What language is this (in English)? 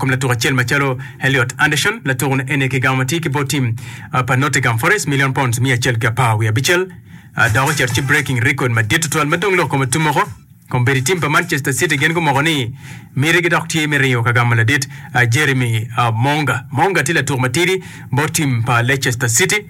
Acoli